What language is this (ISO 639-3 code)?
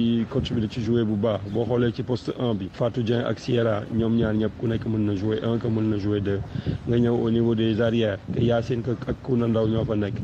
wol